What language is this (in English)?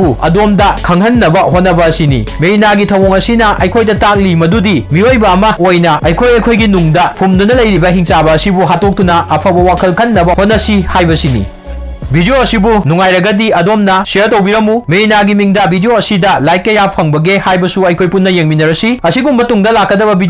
Manipuri